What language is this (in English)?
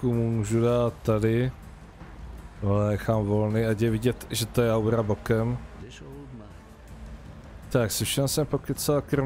Czech